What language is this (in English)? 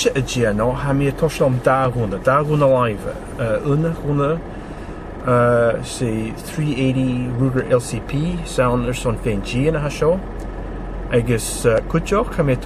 Scottish Gaelic